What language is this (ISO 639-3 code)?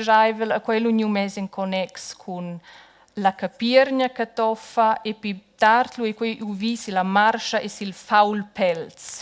roh